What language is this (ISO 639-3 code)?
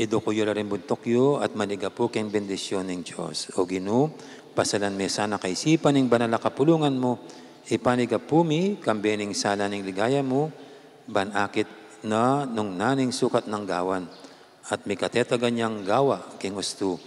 pam